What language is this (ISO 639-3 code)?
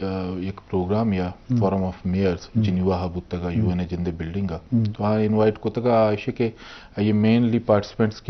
bgp